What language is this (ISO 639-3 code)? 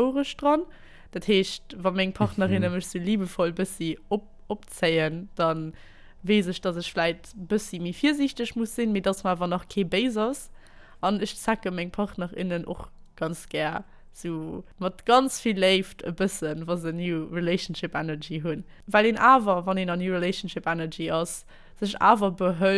ltz